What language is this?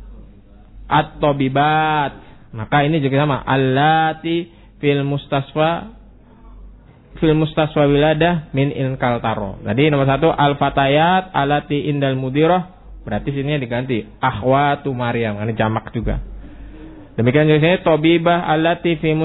Indonesian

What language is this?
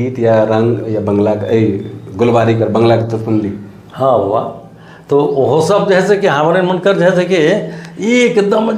Sadri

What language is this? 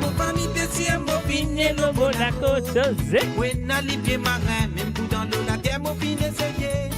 Morisyen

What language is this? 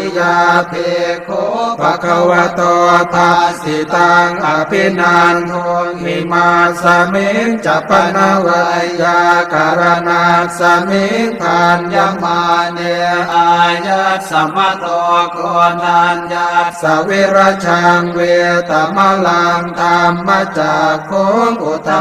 Pali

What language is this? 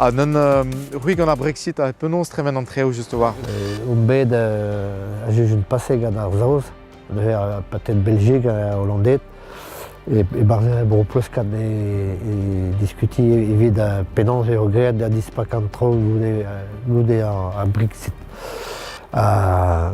Breton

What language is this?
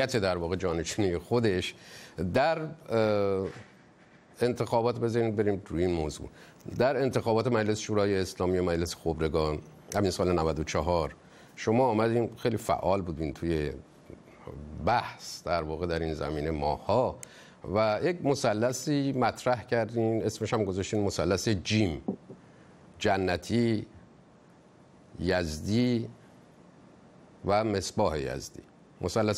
Persian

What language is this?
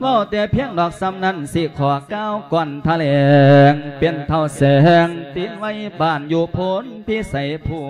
Lao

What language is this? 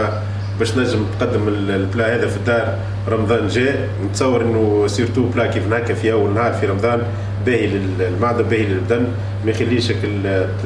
Tunisian Arabic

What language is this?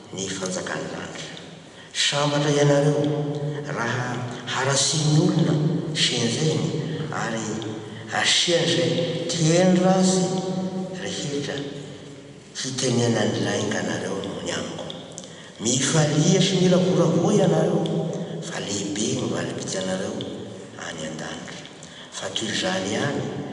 Malagasy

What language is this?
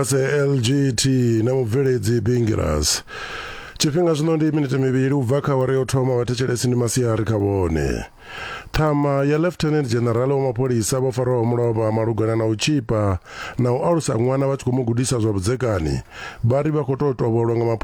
Venda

